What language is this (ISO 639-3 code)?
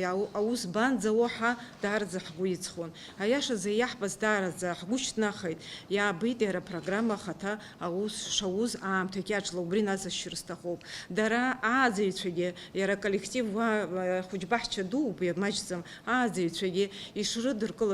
abk